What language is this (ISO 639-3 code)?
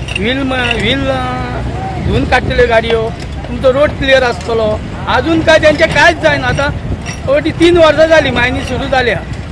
kok